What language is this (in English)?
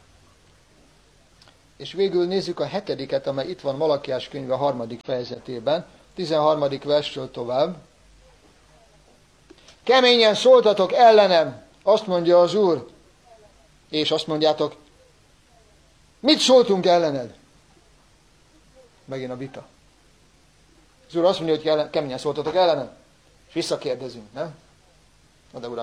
Hungarian